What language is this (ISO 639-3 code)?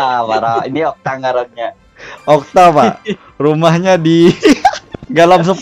bjn